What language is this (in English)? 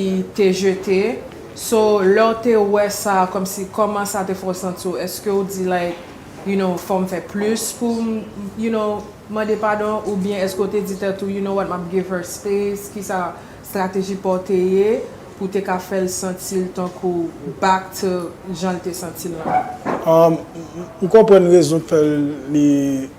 Haitian Creole